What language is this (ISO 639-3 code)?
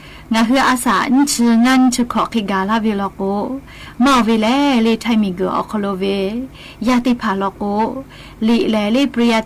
lhu